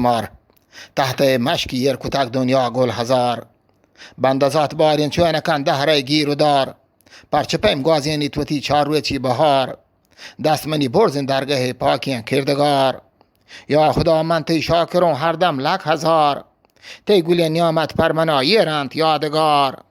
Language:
Eastern Balochi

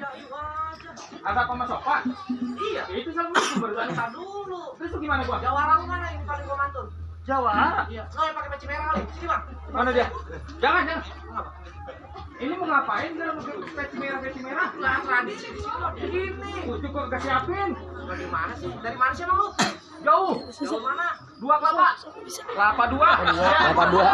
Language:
Betawi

